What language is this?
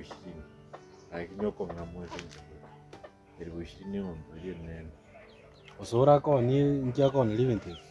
Gusii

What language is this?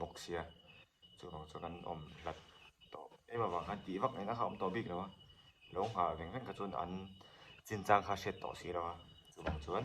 Mizo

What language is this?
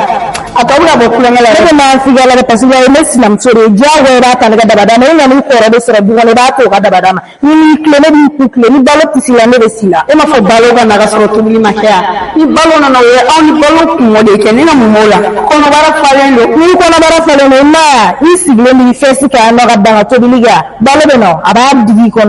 Bambara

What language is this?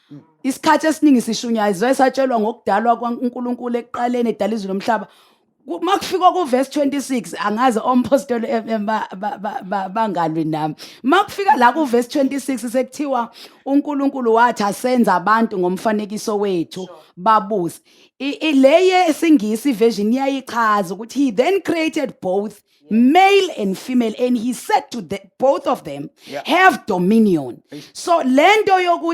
Zulu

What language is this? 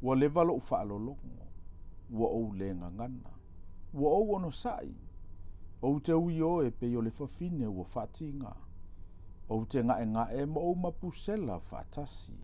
Samoan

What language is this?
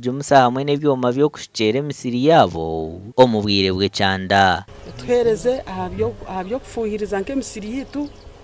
Nyankole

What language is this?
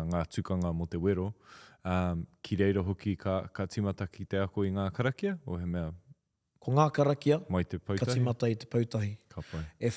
Māori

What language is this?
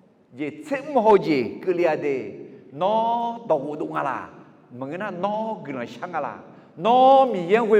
Akha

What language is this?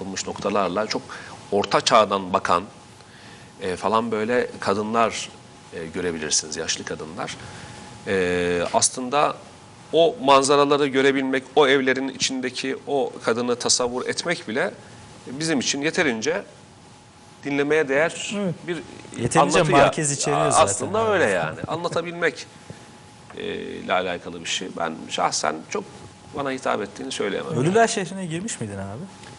Turkish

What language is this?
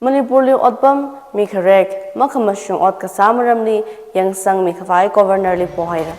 Tangkhul Naga (India)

